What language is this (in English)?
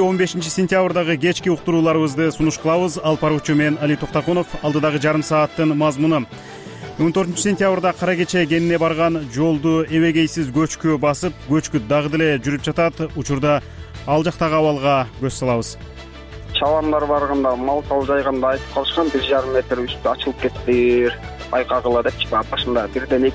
Kyrgyz